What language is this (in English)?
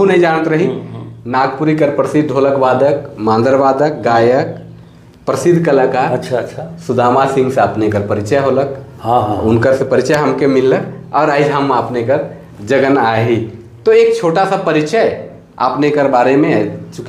Sadri